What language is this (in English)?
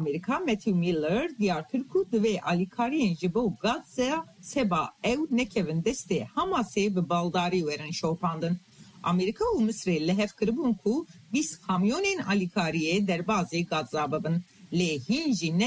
Kurdish